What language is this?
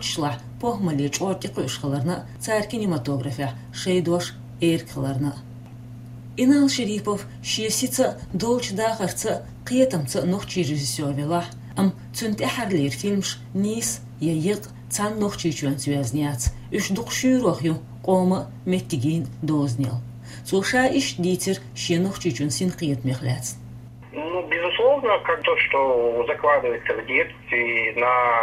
Chechen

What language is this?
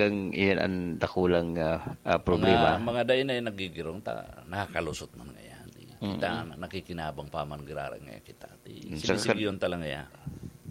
Bikol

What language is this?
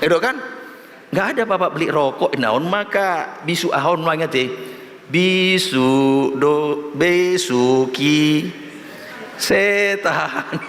Batak Toba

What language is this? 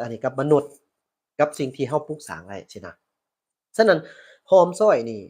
Lao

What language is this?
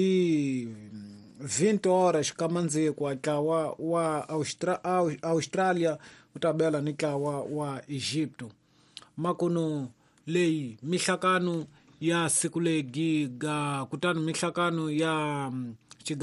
Tsonga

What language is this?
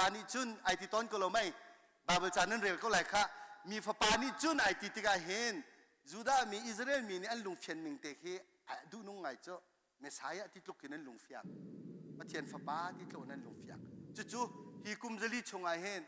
Hakha Chin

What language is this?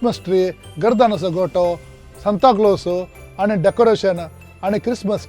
Konkani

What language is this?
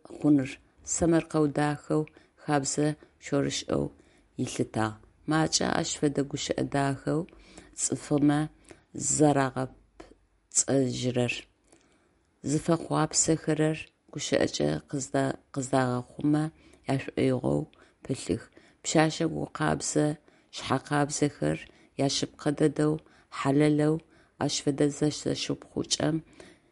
Adyghe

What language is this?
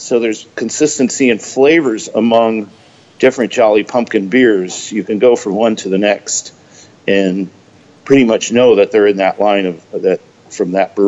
English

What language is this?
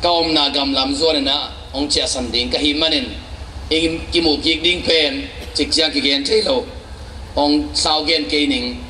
Tedim Chin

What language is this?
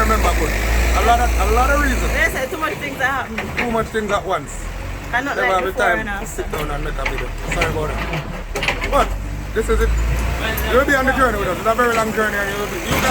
Jamaican Creole English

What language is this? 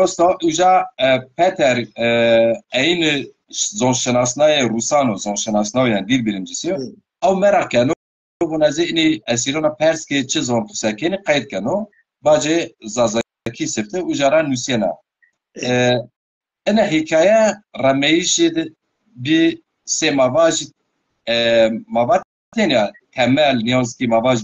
Zaza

